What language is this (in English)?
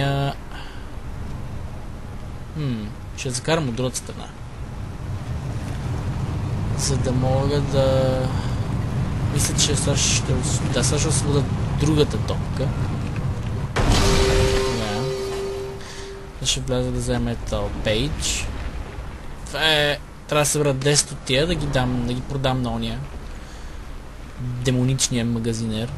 Bulgarian